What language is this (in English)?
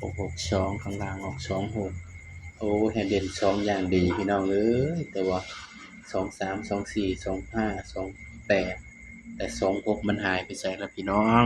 Northeastern Thai